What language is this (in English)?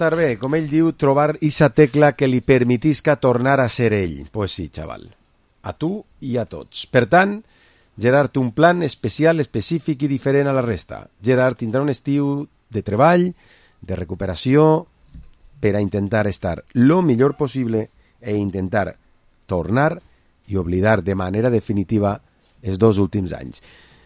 Catalan